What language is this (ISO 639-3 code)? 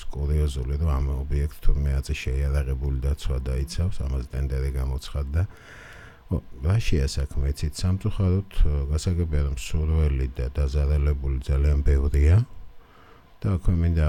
kat